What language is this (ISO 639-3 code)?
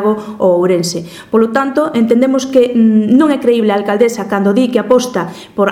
glg